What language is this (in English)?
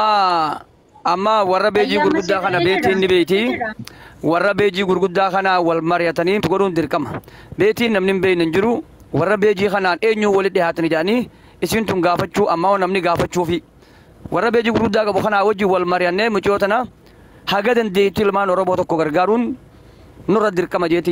Oromo